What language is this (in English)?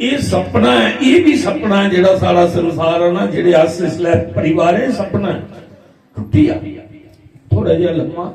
Dogri